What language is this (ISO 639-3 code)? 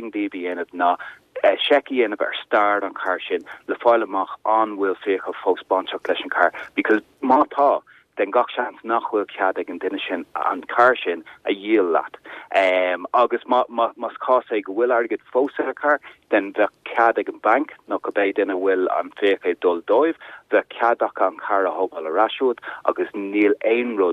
gle